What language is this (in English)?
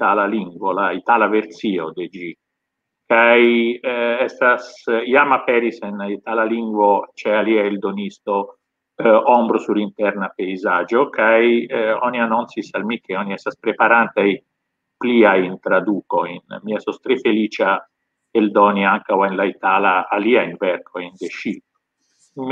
Esperanto